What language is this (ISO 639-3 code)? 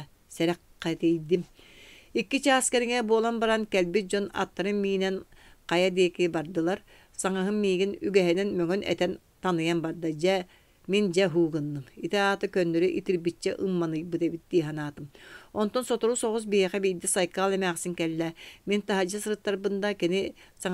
sah